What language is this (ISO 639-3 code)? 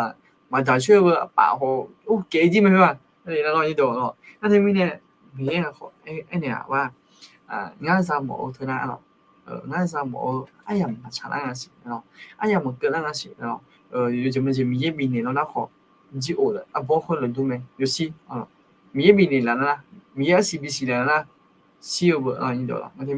ahk